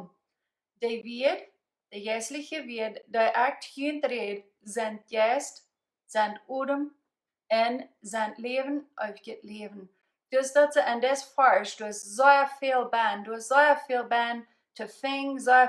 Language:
Plautdietsch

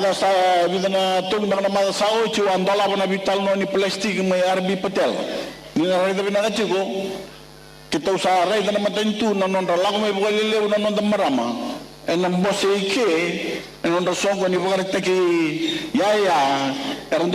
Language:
Fijian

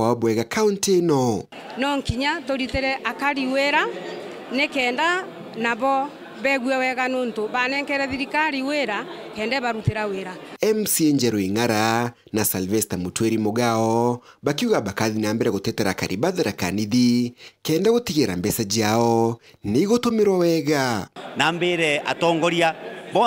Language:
Meru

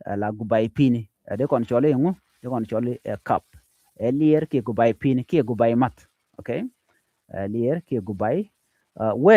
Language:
Nuer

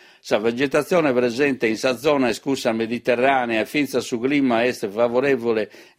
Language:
Sardinian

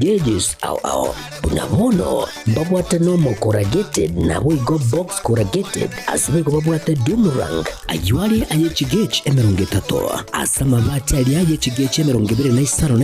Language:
Gusii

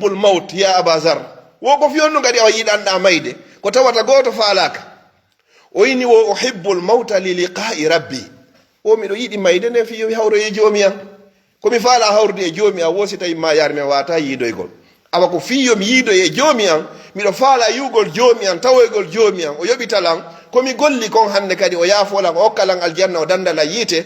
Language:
Fula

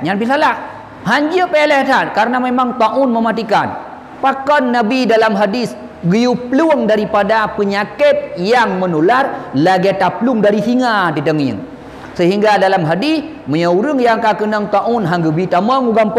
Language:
Achinese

